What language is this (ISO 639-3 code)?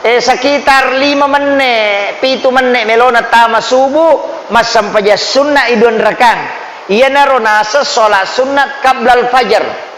bug